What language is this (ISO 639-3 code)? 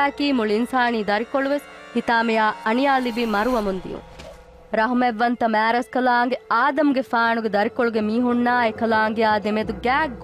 div